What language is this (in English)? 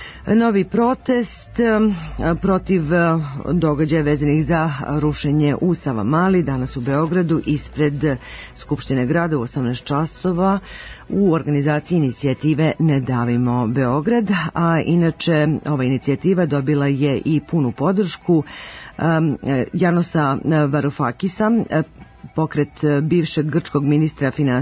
Serbian